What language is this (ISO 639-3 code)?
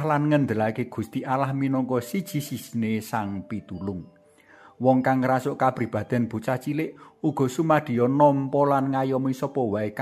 jav